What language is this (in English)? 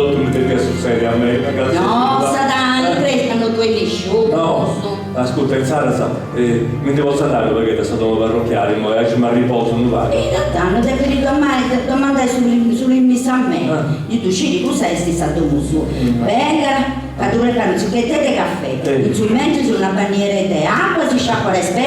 Sardinian